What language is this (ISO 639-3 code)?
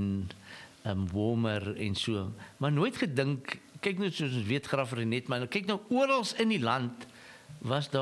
afr